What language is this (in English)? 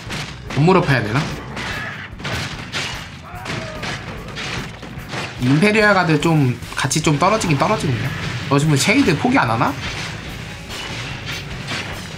Korean